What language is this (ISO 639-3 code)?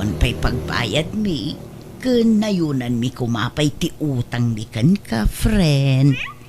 ilo